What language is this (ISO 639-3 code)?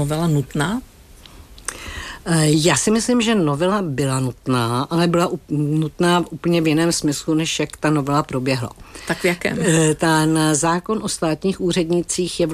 ces